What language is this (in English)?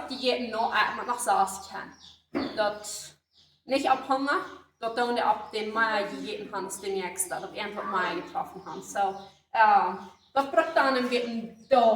Plautdietsch